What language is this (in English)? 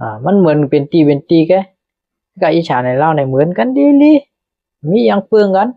Shan